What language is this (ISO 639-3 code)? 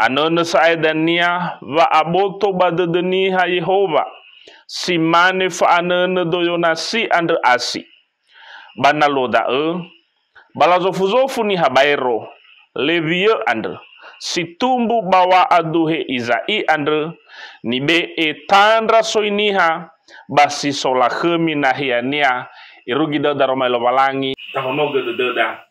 nia